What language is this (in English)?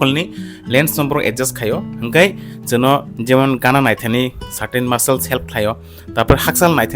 Kok Borok